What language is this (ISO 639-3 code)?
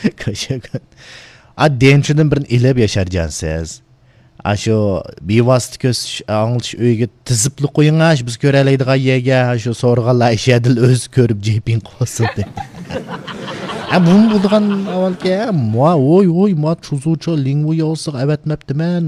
uig